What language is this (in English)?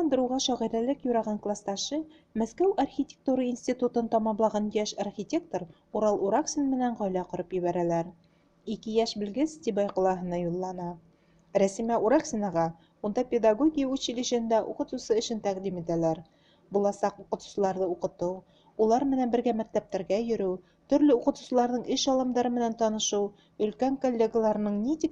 Bashkir